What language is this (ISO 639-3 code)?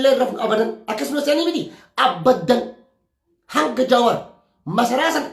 orm